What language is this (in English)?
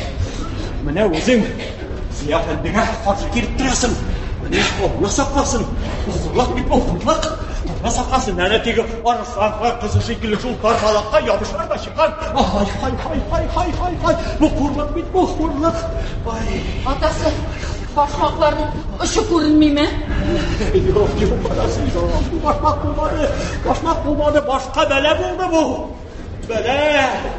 Tatar